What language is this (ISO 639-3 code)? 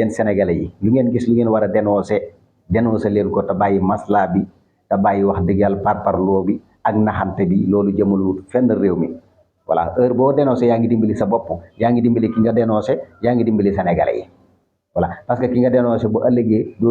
wol